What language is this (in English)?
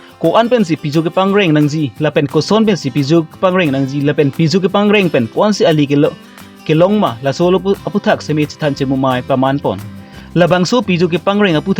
Karbi